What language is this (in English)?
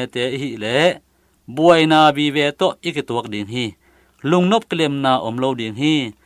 Tedim Chin